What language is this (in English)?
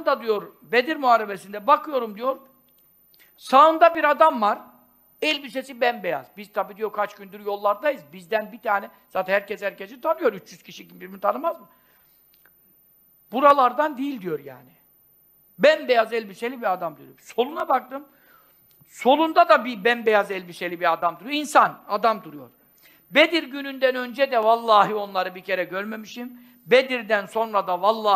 Turkish